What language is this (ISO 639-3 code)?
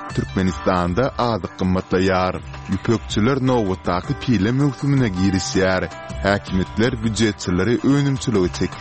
tuk